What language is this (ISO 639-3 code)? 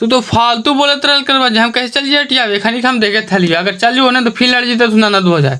mag